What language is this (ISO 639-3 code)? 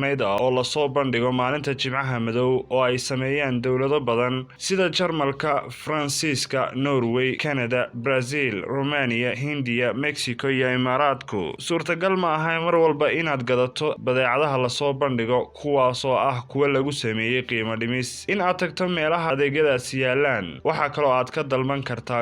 som